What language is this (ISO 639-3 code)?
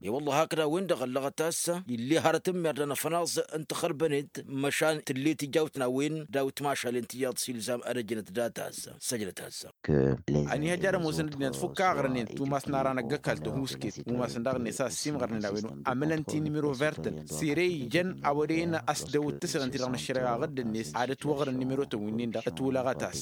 taq